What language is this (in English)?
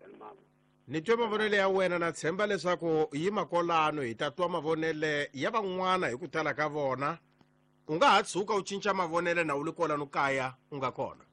Tsonga